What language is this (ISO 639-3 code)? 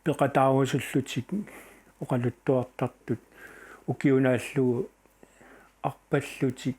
kal